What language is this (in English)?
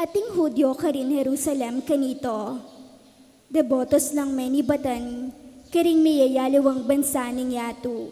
Pampanga